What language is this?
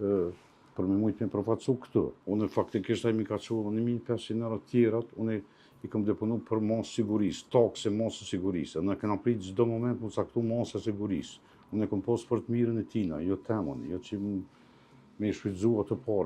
Albanian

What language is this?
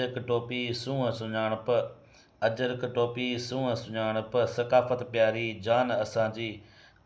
Sindhi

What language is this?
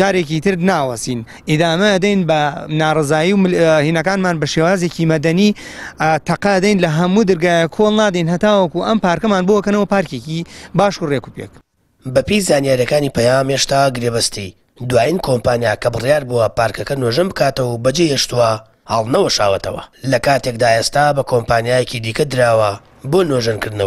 Central Kurdish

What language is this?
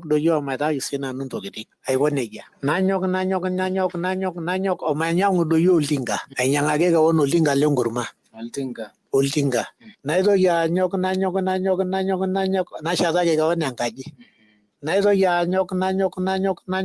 Masai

